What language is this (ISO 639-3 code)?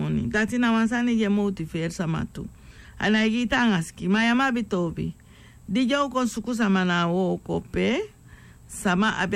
srn